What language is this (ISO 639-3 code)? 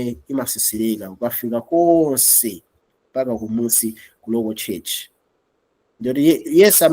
nya